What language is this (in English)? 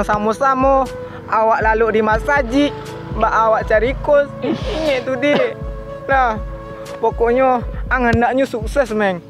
Minangkabau